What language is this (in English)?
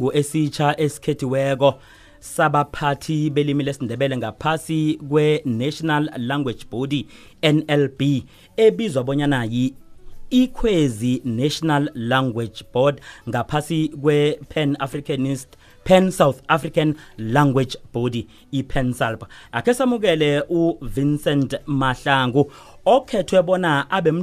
South Ndebele